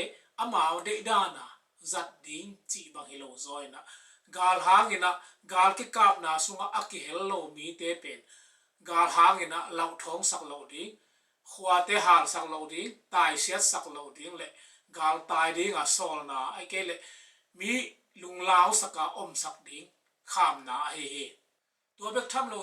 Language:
Tedim Chin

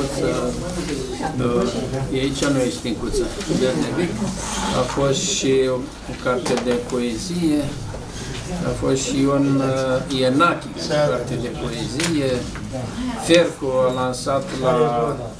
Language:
Romanian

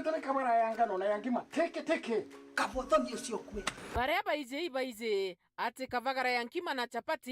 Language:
Meru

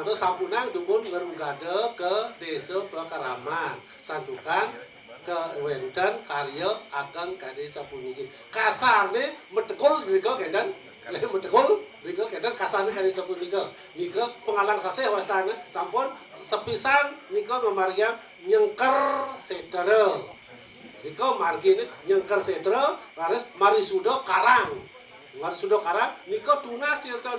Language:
Balinese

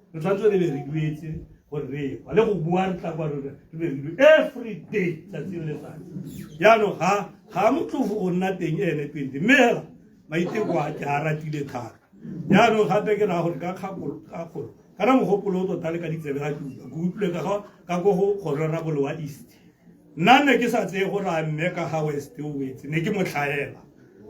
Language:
Tswana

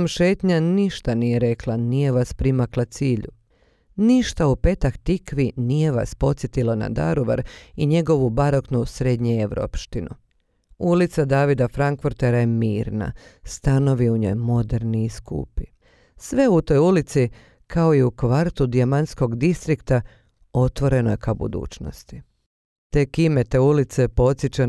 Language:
Bosnian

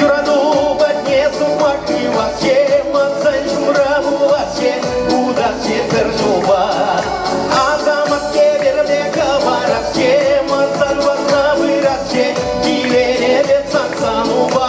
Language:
Chuvash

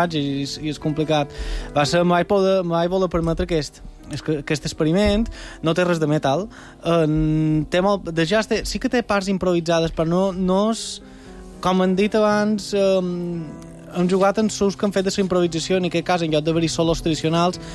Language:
Catalan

